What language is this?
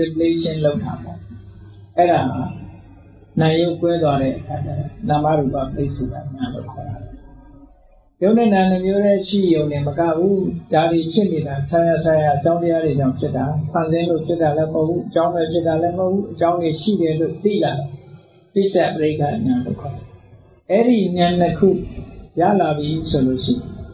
Burmese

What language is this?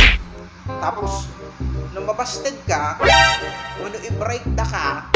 Iloko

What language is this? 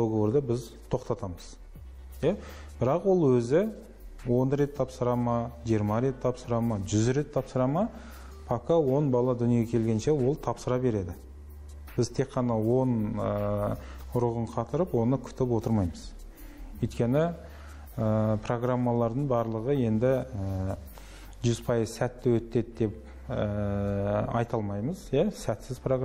Kazakh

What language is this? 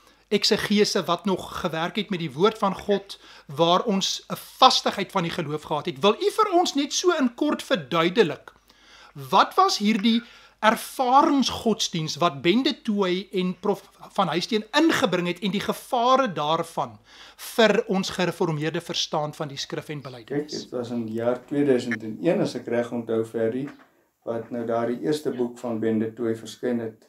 Afrikaans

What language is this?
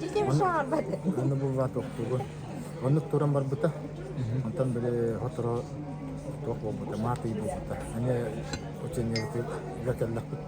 Yakut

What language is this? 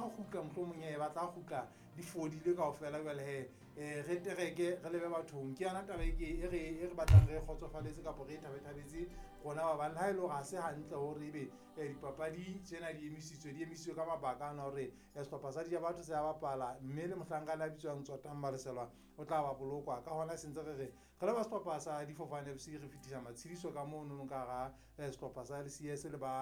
Southern Sotho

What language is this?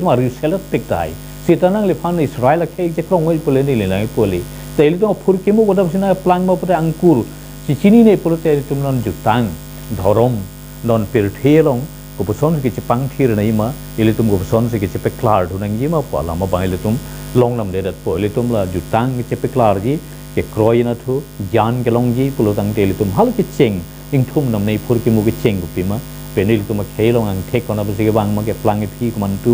Karbi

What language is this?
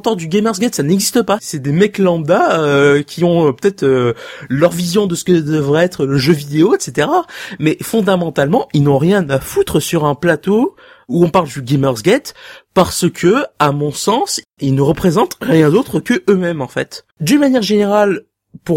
French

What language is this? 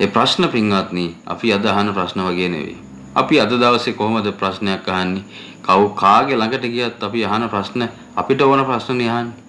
Sinhala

